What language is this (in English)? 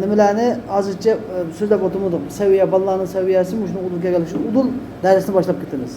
Uyghur